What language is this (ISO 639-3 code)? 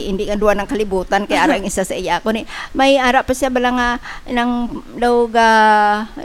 hil